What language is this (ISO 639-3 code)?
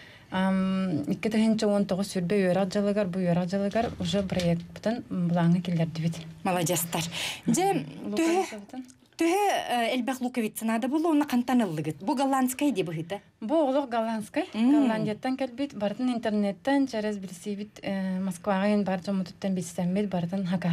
sah